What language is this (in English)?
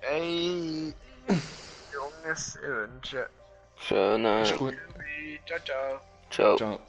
Swiss German